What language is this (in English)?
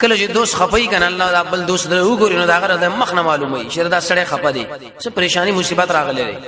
Pashto